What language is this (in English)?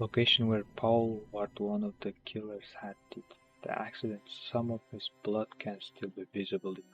Kara-Kalpak